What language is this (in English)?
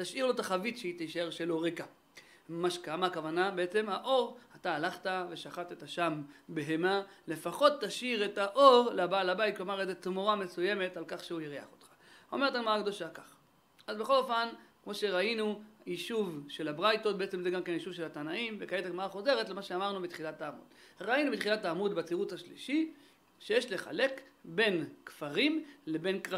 Hebrew